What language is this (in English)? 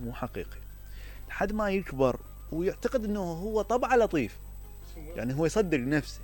Mesopotamian Arabic